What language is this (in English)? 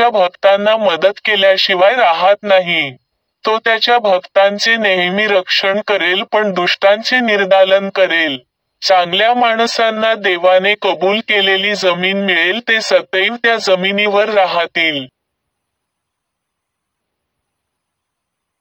Marathi